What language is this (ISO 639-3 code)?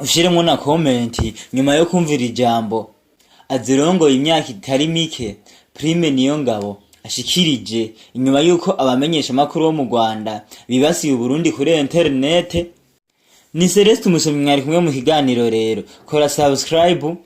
run